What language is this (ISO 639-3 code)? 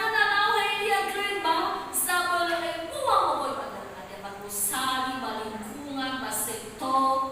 nia